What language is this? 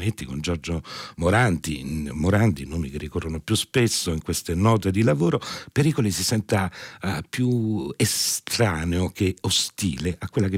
Italian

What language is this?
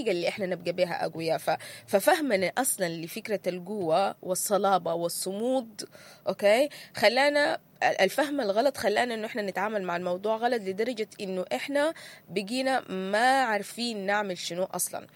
Sudanese Arabic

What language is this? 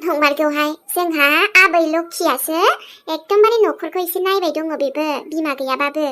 Bodo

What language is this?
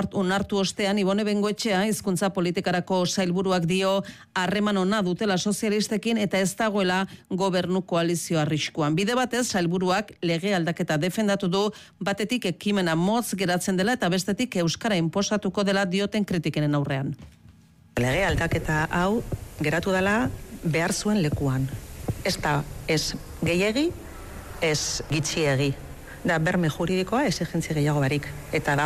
Basque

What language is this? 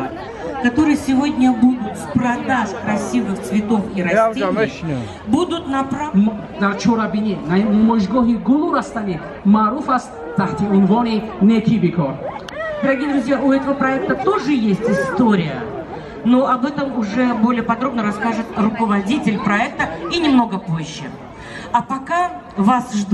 Tajik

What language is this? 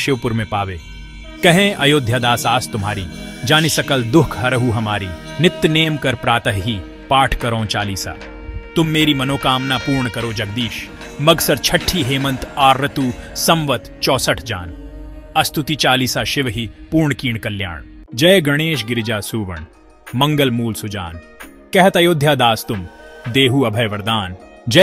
Hindi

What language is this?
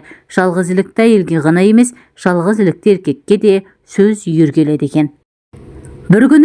Kazakh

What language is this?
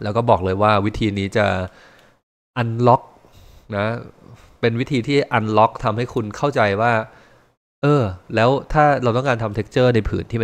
Thai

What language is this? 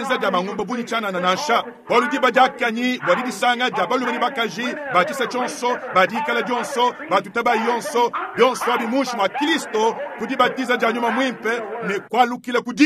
Luba-Lulua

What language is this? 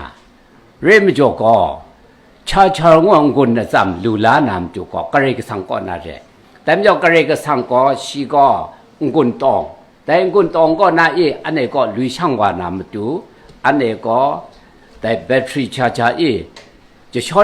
Kachin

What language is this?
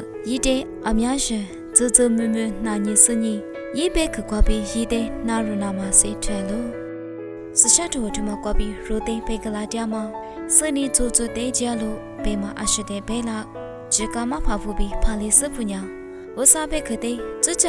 Lisu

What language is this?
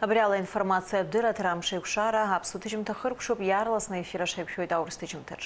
Abkhazian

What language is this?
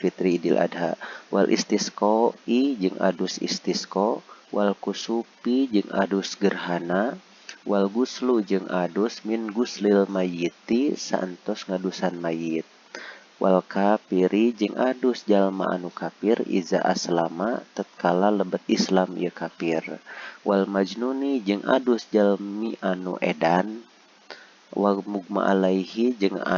Sundanese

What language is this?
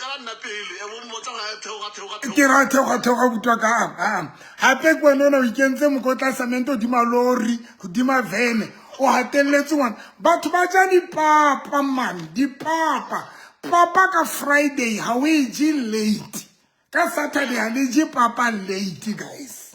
Southern Sotho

